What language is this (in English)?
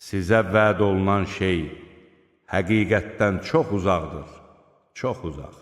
Azerbaijani